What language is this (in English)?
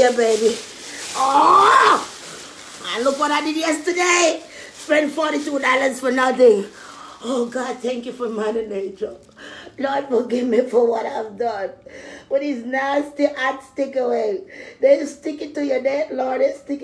Jamaican Creole English